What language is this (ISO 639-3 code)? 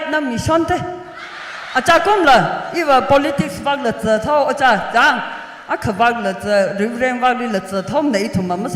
nmf